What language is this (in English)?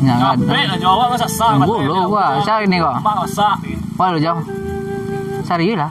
Minangkabau